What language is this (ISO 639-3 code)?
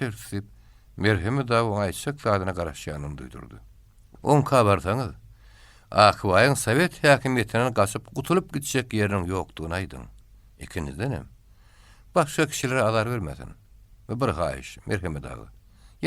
tuk